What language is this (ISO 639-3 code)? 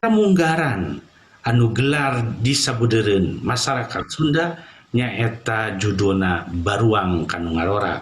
sun